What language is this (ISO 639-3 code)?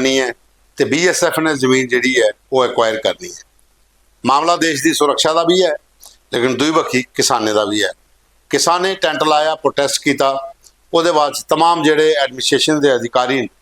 doi